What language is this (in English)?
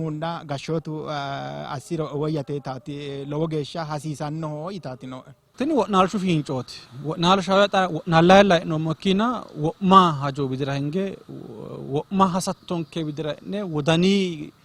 Sidamo